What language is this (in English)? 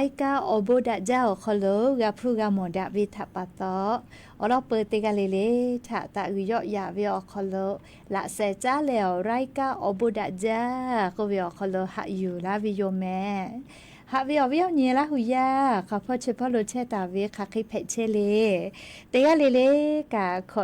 Lahu